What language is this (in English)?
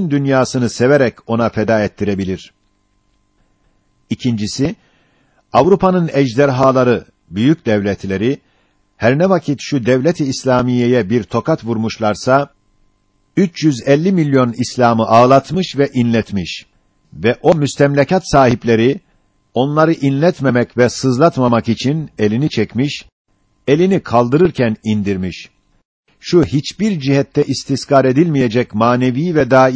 Turkish